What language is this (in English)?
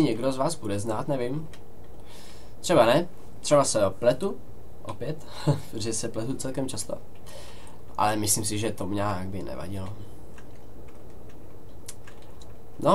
Czech